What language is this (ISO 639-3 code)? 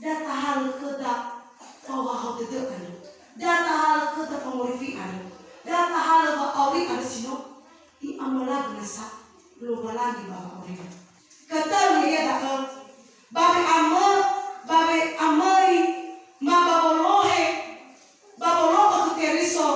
nia